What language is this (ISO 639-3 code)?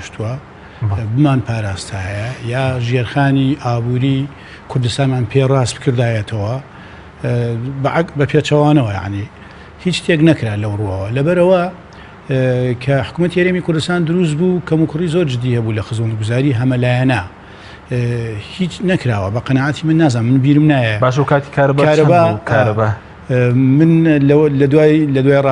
ckb